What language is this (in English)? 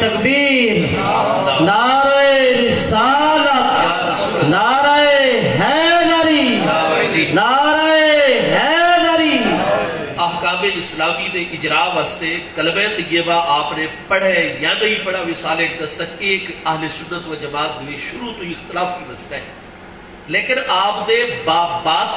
Saraiki